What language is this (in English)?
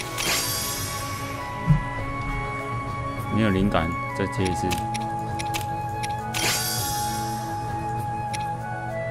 Chinese